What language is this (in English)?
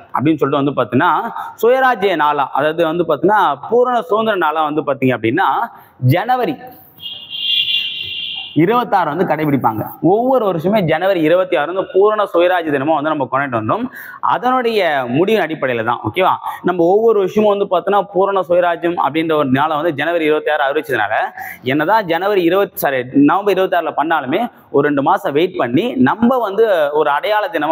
Tamil